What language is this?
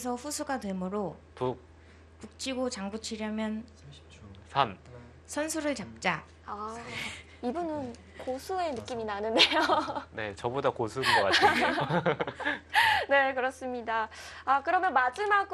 Korean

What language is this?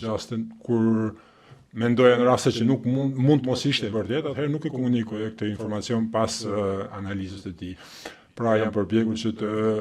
Albanian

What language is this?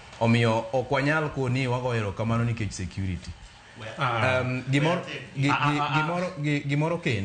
Luo (Kenya and Tanzania)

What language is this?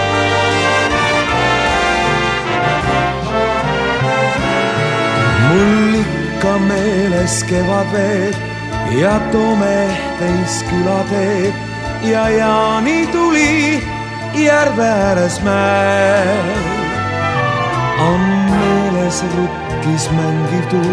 Estonian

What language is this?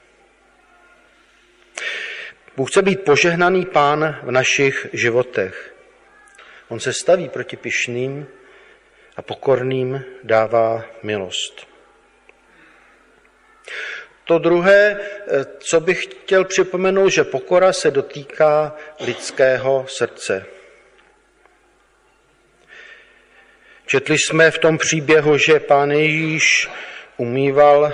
Czech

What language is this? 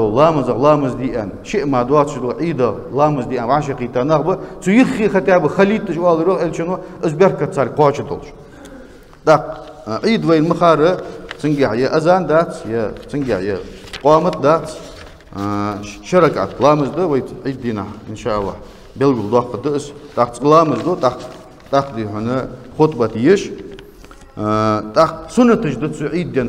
Ingush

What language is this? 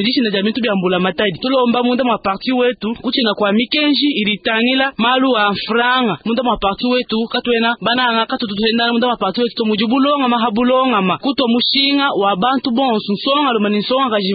Luba-Lulua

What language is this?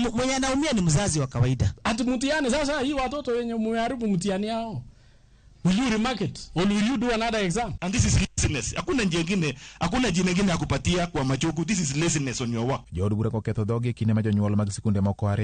Luo (Kenya and Tanzania)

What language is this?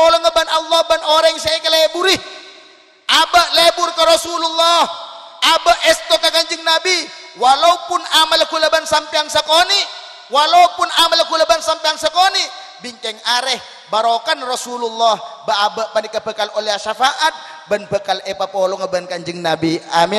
Madurese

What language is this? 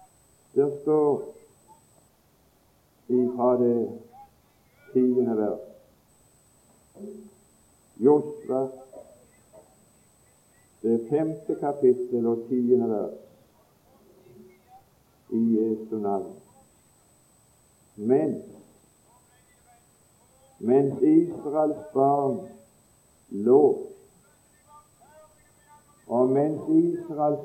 Norwegian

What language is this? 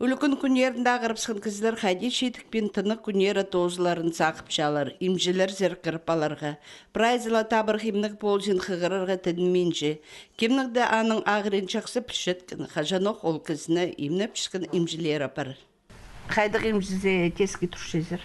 Khakas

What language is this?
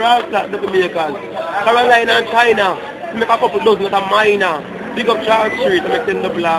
Jamaican Creole English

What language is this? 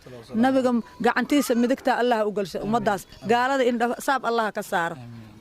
Somali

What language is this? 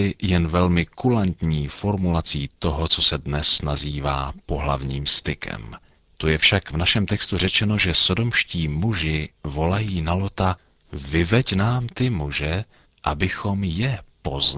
Czech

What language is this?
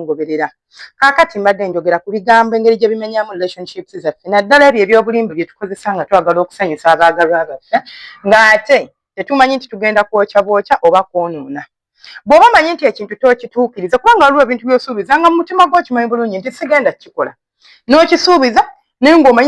Ganda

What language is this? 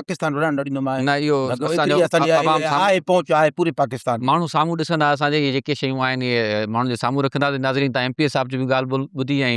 Sindhi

